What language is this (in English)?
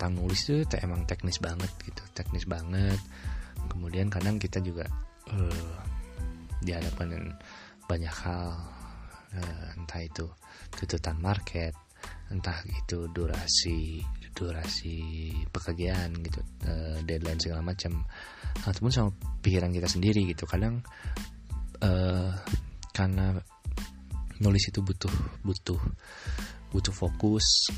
Indonesian